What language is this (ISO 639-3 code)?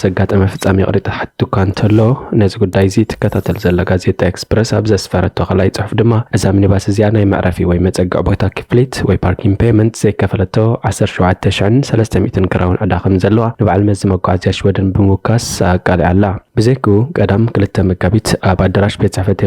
tir